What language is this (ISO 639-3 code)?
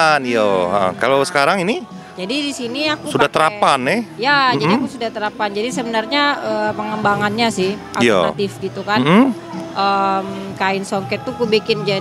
mui